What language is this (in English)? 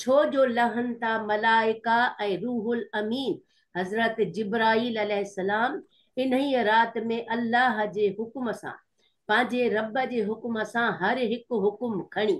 Sindhi